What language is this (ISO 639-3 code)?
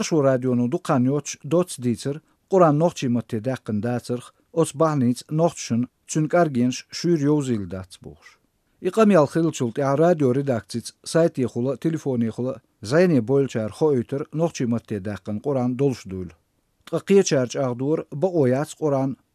che